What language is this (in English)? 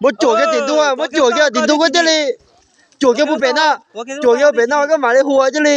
Hmong